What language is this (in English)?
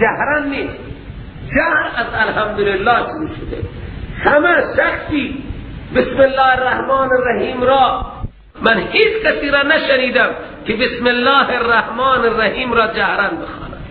Persian